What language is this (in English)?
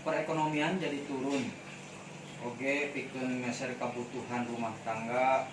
Sundanese